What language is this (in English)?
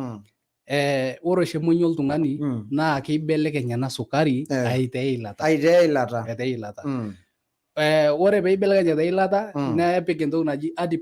Masai